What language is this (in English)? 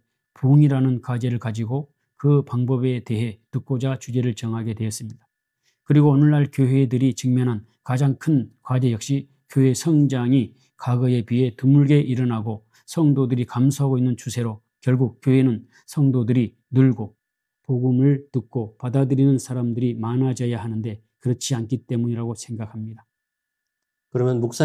Korean